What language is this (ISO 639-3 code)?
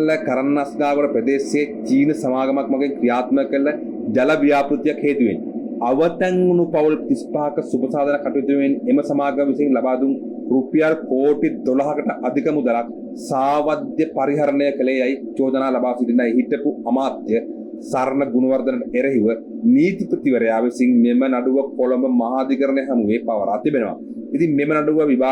sin